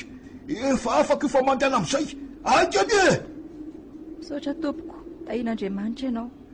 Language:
Malagasy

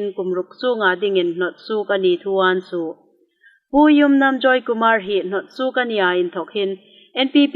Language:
Hmar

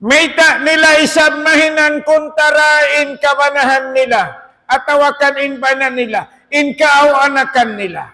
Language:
Tausug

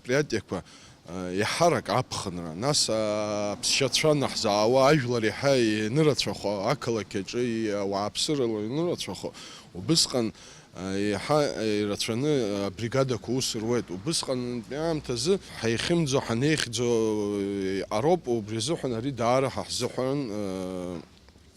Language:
Abkhazian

